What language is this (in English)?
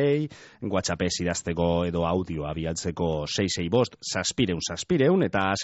Basque